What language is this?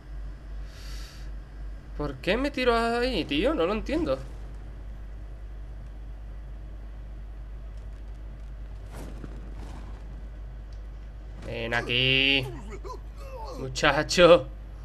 Spanish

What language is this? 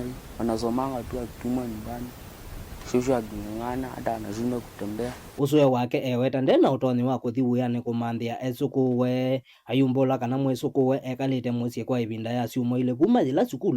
Kamba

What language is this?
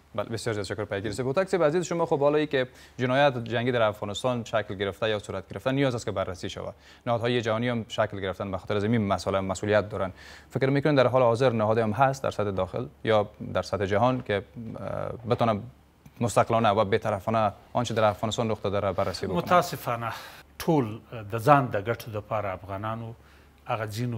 Persian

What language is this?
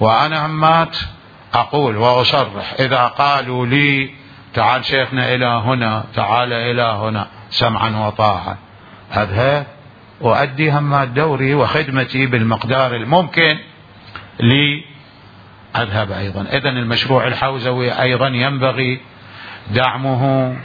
Mesopotamian Arabic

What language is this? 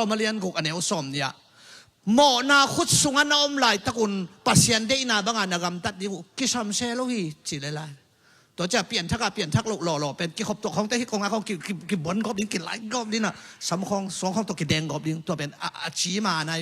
Tedim Chin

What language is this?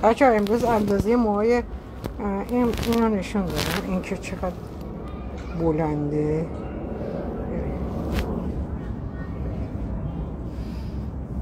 Persian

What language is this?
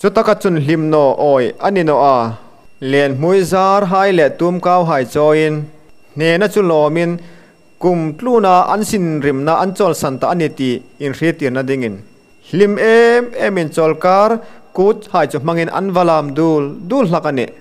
Hmar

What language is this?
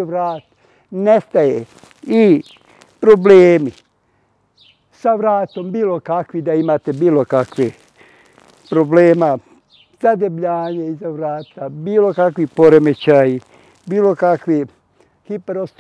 Bosnian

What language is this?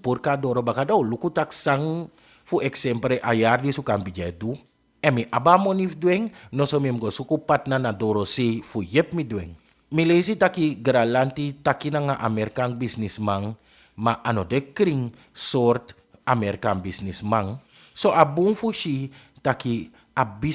Sranan Tongo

